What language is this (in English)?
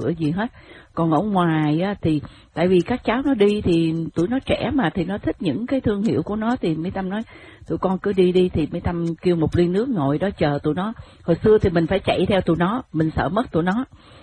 Vietnamese